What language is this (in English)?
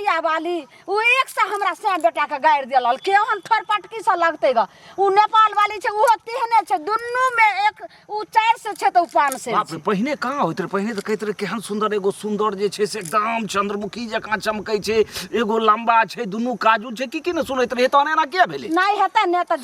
Maithili